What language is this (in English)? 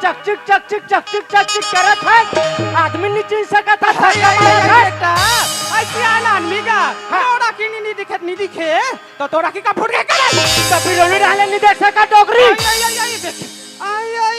Chhattisgarhi